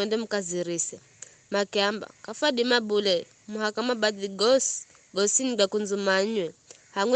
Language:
Giryama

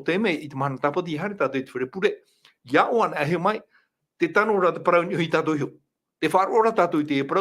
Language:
Tahitian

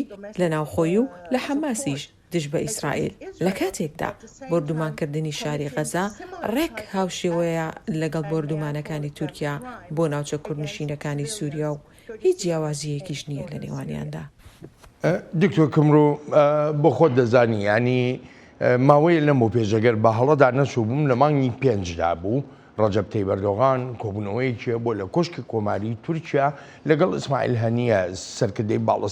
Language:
Central Kurdish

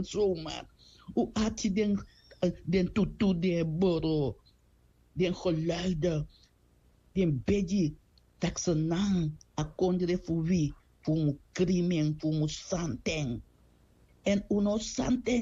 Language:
Sranan Tongo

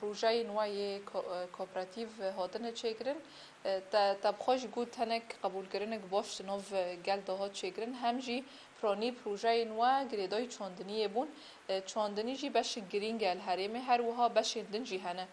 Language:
Kurdish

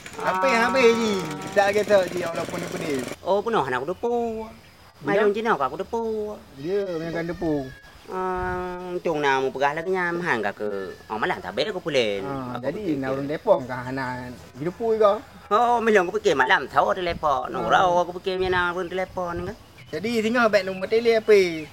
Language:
Achinese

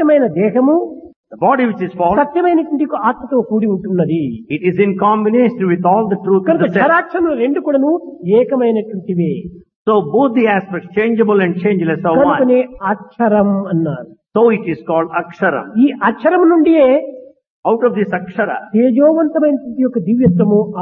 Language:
Telugu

